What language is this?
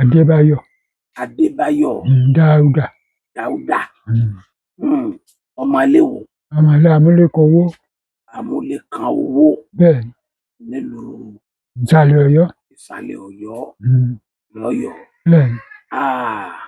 Yoruba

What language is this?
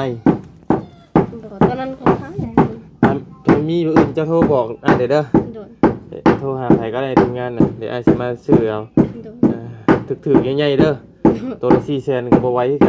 Lao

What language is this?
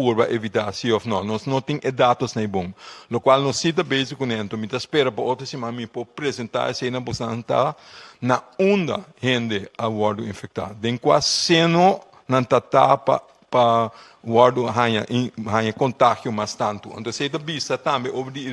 Papiamento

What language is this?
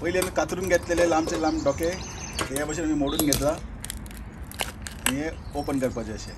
Konkani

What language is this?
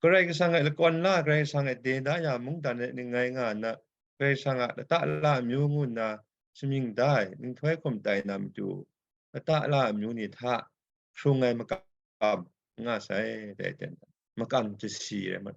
Kachin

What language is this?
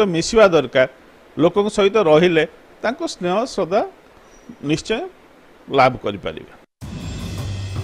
Odia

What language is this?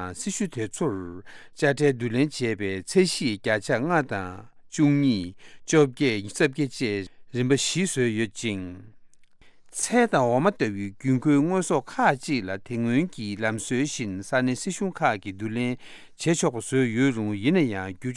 Tibetan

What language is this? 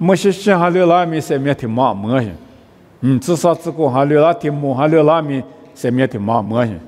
Lisu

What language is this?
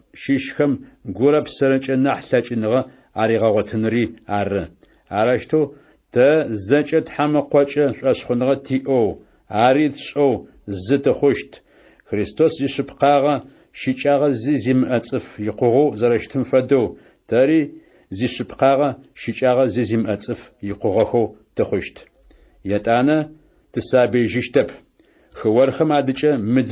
Adyghe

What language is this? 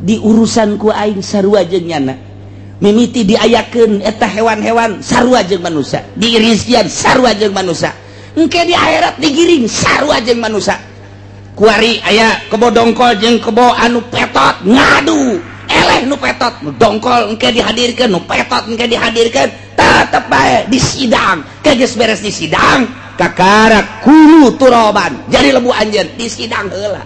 Sundanese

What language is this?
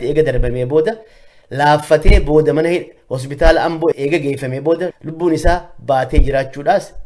Oromo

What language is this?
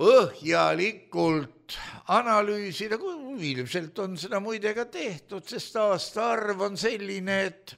Estonian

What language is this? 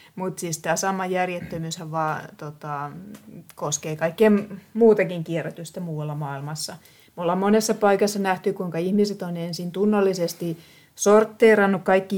Finnish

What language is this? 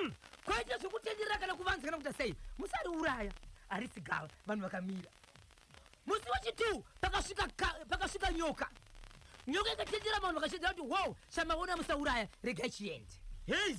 Shona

